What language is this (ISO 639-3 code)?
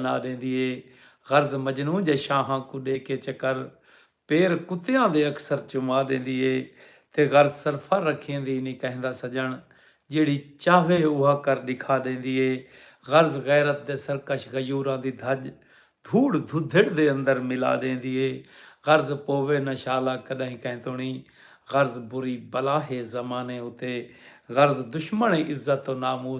skr